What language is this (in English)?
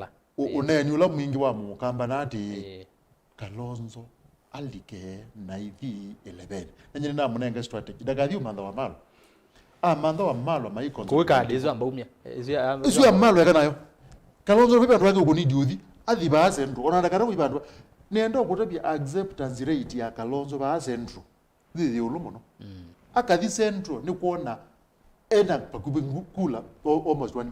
Kamba